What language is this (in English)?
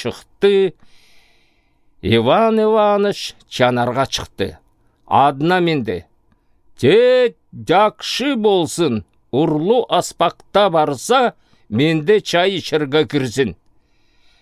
Southern Altai